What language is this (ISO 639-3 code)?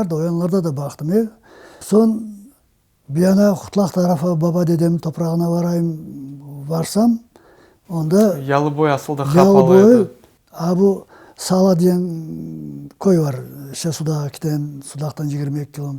crh